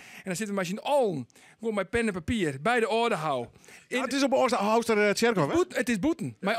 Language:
Western Frisian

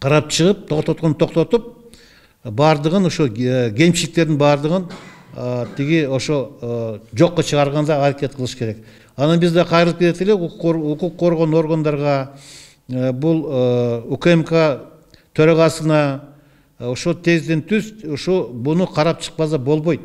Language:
Kyrgyz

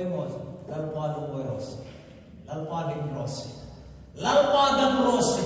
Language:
Hmar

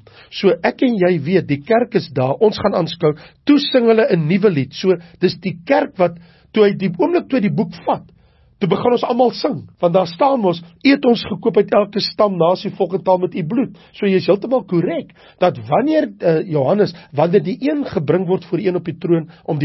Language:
Afrikaans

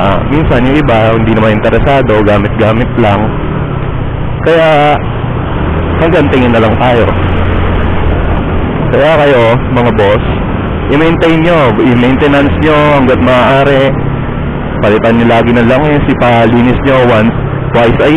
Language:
Filipino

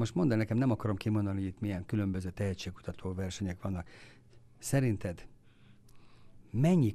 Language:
Hungarian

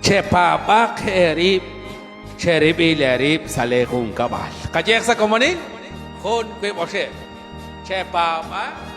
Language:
Kekchí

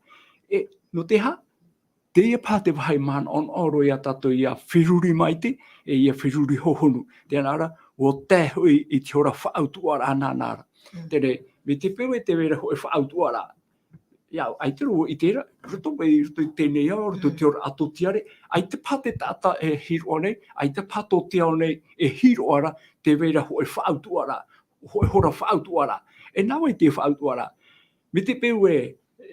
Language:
Tahitian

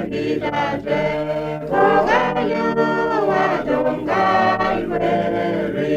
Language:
Pohnpeian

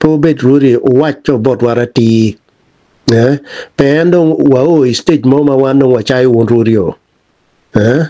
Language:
Acoli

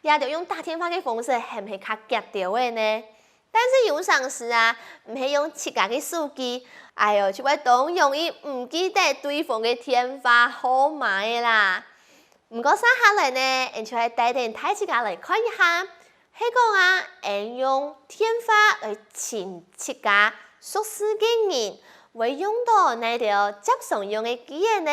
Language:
Hakka Chinese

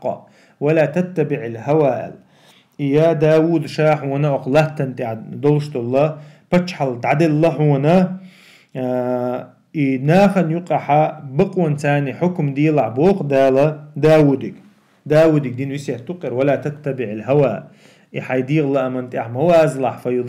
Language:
Chechen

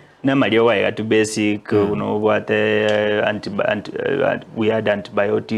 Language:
Gusii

